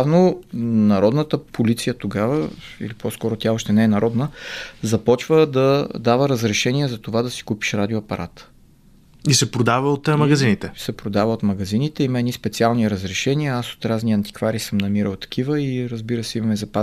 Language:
Bulgarian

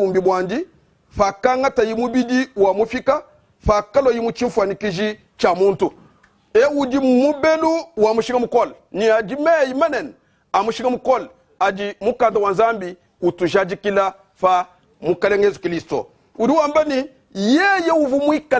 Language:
Luba-Lulua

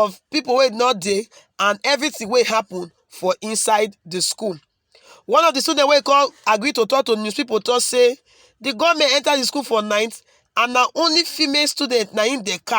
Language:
Nigerian Pidgin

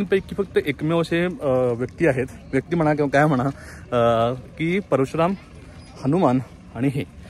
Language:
Marathi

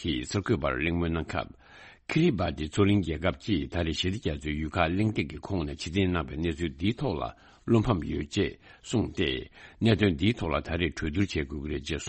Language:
Tibetan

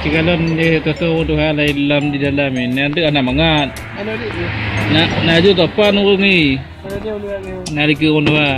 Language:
Achinese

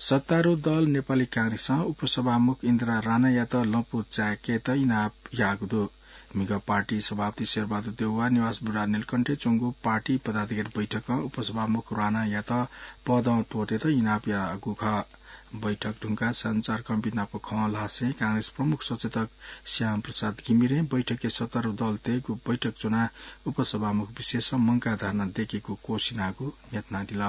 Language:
Newari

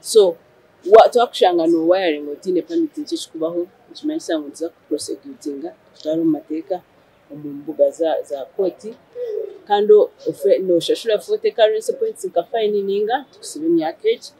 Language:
Nyankole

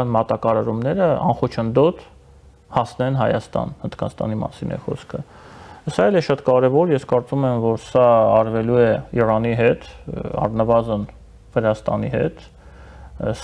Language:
Armenian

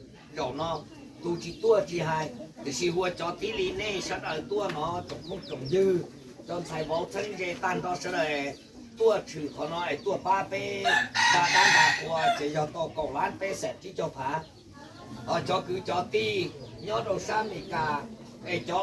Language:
Hmong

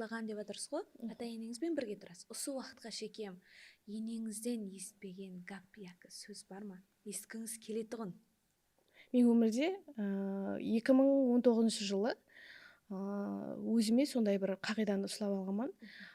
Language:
Kara-Kalpak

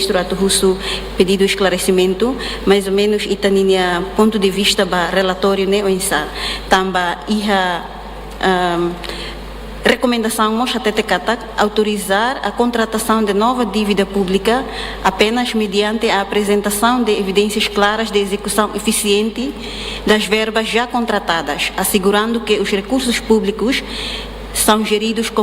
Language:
Tetum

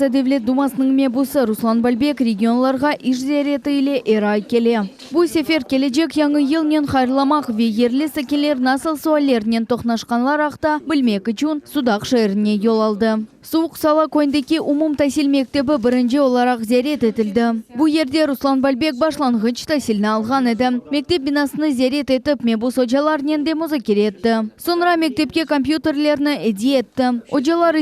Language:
Crimean Tatar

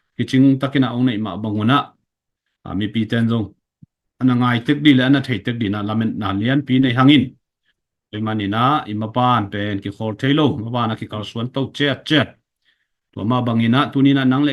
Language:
Tedim Chin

